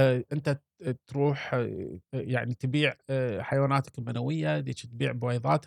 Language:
Gulf Arabic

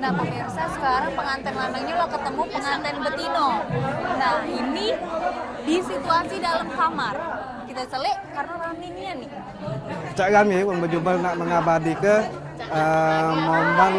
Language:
Musi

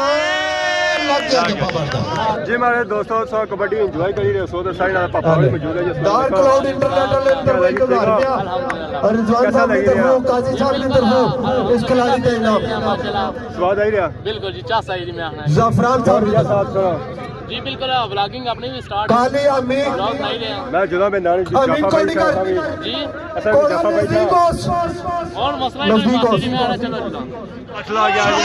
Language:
Pahari-Potwari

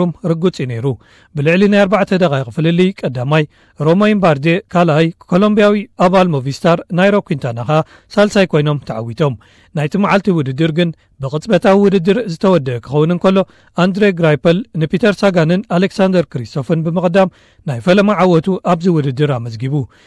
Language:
Tigrinya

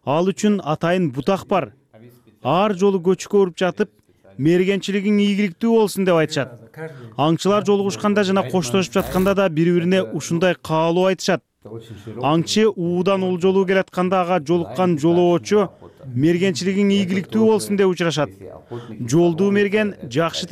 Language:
Kyrgyz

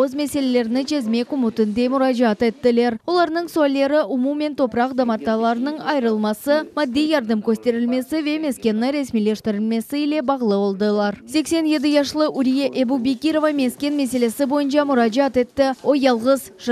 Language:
Crimean Tatar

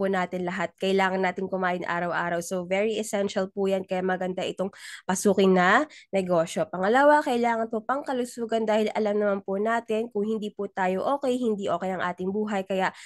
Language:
Filipino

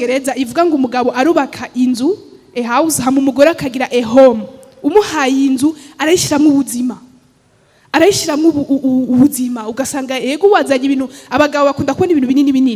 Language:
Rundi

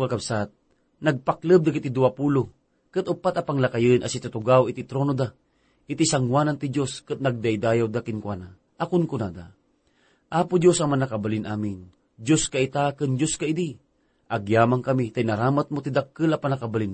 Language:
Iloko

